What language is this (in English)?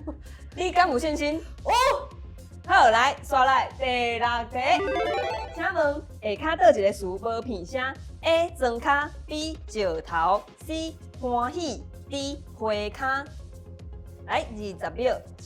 Min Nan Chinese